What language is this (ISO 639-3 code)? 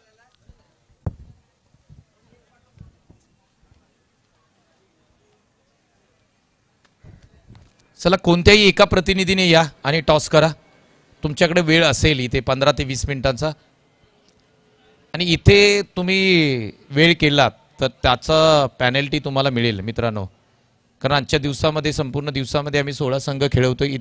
mar